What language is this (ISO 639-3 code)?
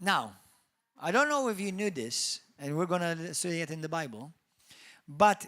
eng